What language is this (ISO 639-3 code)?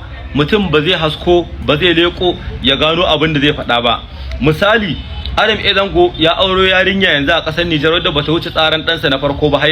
hau